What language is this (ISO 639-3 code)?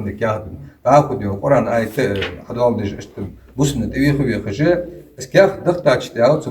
inh